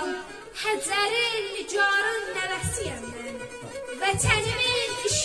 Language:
South Azerbaijani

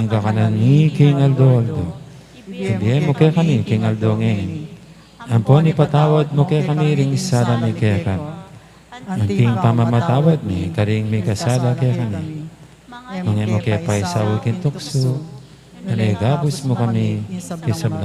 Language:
Pampanga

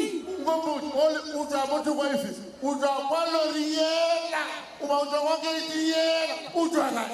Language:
Northern Sotho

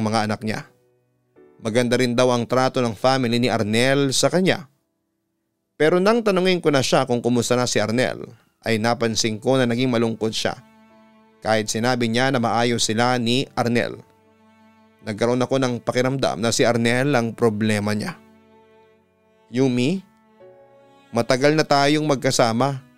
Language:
Filipino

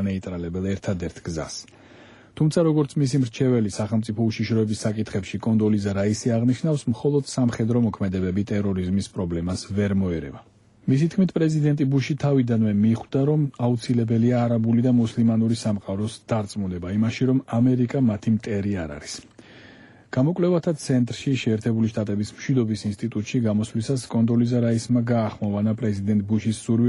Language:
Georgian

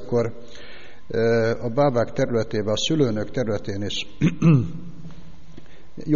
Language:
Hungarian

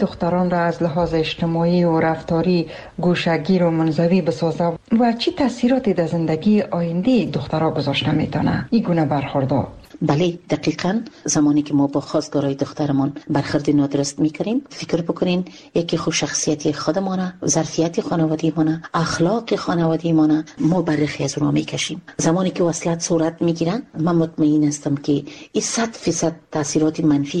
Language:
Persian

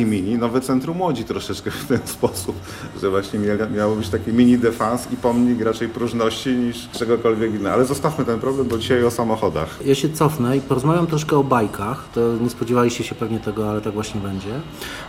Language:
Polish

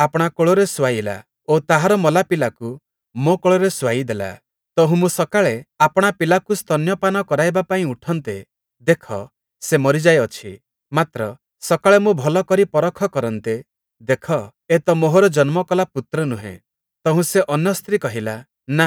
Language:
Odia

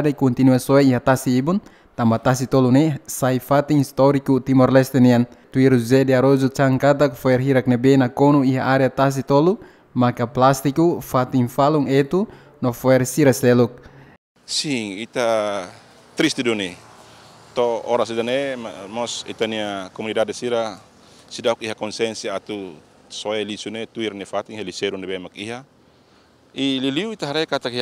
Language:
Tetum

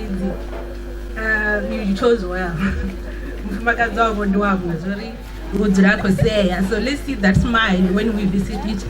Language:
Venda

